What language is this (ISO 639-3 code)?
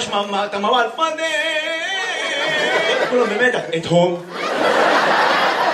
heb